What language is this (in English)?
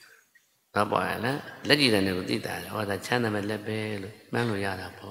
Burmese